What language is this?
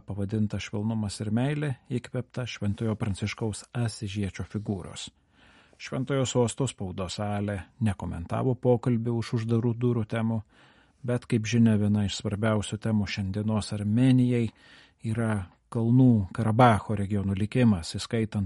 Lithuanian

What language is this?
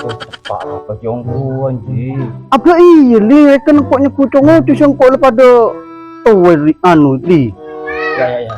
Madurese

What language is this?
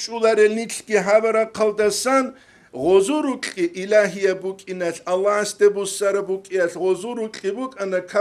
Avaric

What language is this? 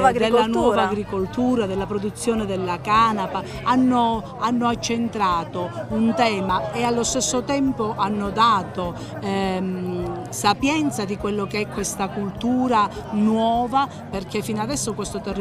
Italian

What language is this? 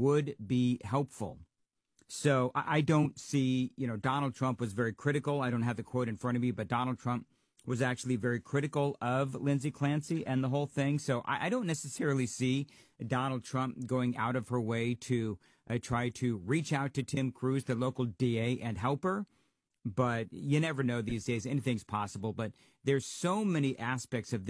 English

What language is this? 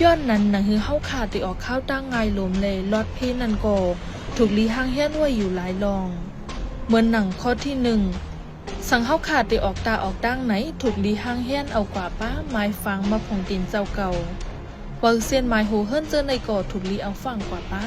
Shan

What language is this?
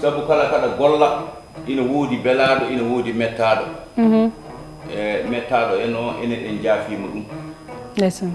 Fula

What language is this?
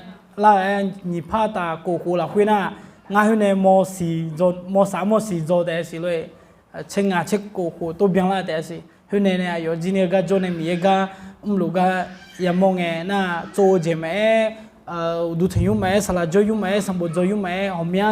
Akha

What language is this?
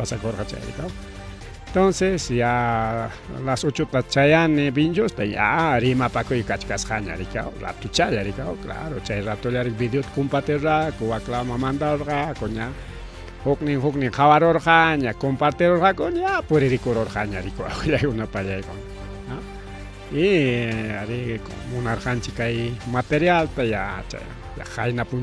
Ayacucho Quechua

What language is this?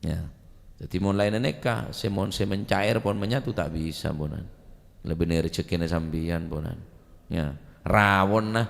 Madurese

